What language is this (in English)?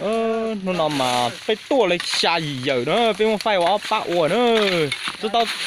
Hmong